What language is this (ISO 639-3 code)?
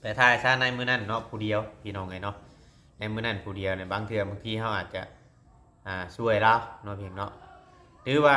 tts